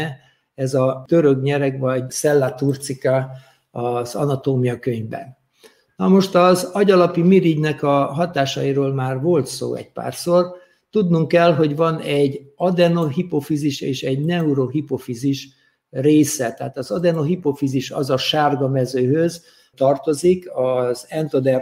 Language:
Hungarian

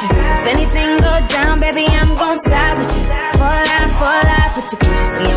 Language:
English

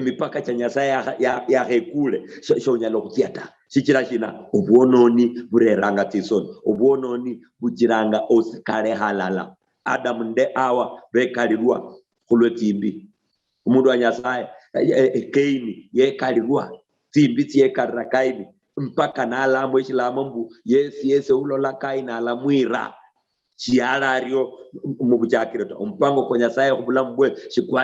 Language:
Luyia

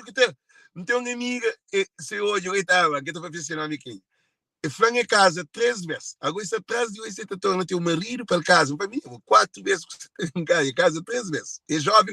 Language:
Kabuverdianu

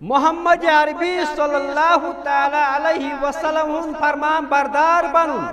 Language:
Kashmiri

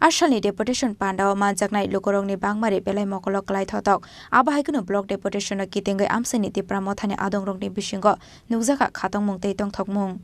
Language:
Kok Borok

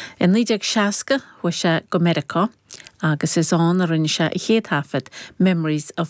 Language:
Irish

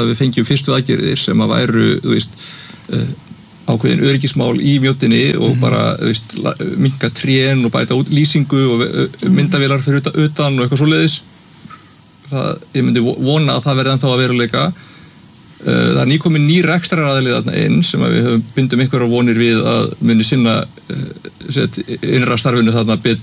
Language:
Icelandic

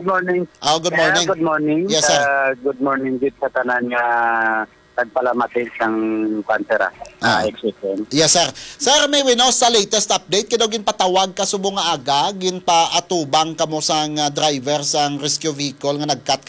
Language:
Hiligaynon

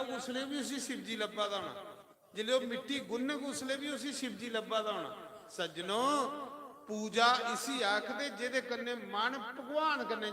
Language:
Dogri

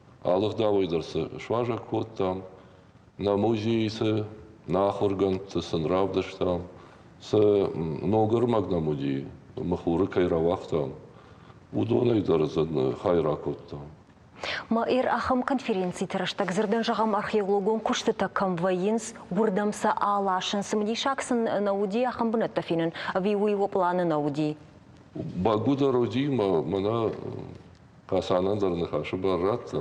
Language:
Ossetic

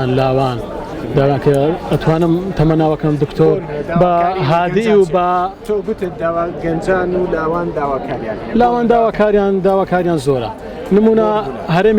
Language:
Central Kurdish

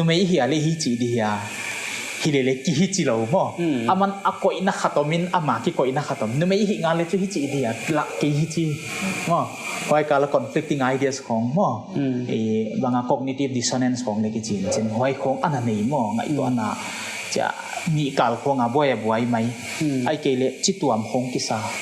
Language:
Paite Chin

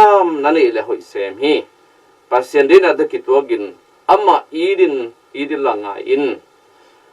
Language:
Tedim Chin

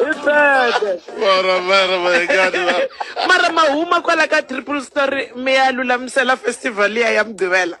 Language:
Tsonga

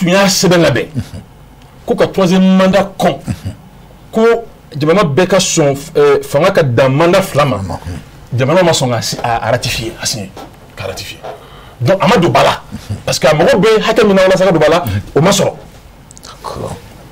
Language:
Bambara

